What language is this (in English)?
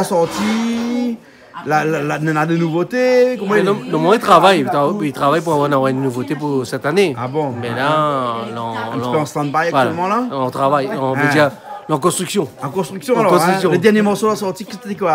Réunion Creole French